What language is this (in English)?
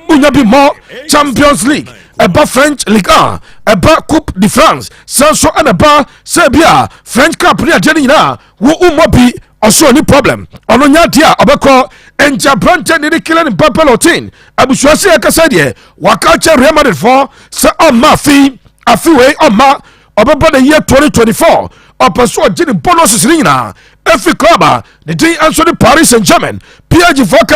Akan